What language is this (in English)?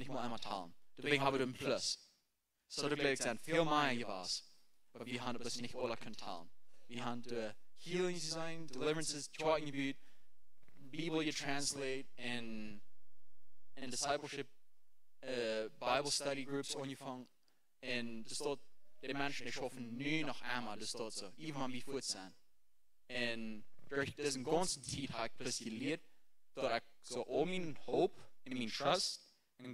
Plautdietsch